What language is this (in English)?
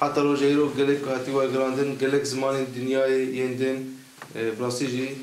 Kurdish